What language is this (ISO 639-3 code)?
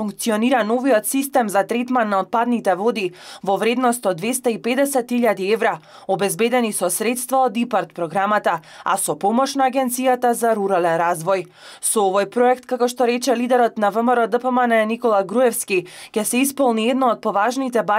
mkd